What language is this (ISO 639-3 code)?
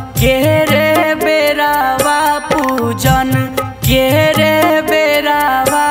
bho